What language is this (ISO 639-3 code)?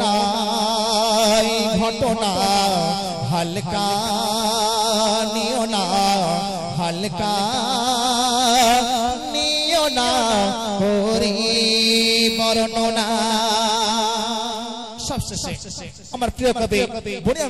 ben